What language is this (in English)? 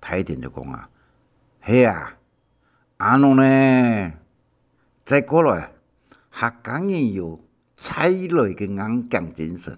Hakka Chinese